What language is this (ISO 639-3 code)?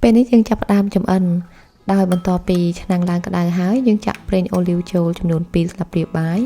khm